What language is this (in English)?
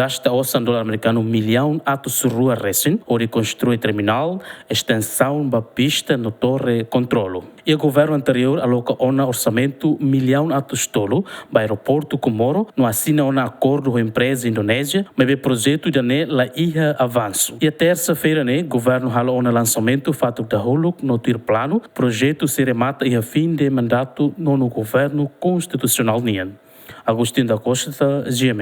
Tetum